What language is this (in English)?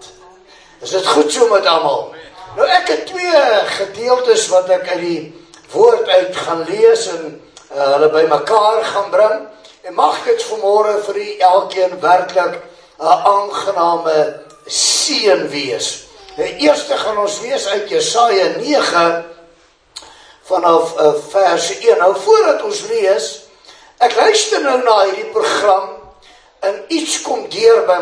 Afrikaans